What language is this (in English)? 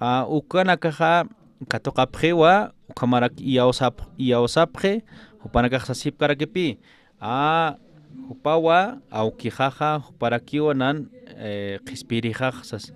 Aymara